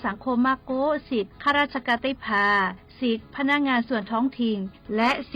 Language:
Lahu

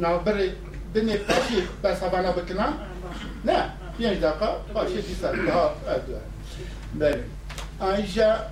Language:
Kurdish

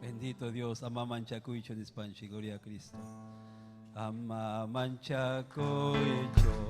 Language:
Ayacucho Quechua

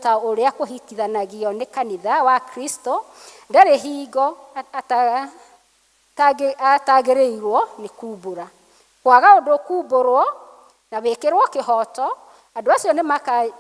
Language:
Kikuyu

